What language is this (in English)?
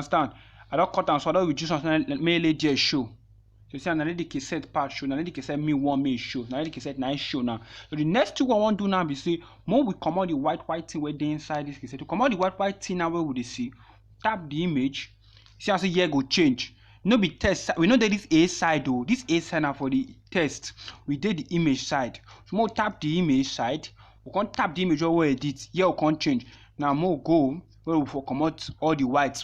Nigerian Pidgin